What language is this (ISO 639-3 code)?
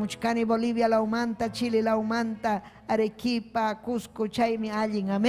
quy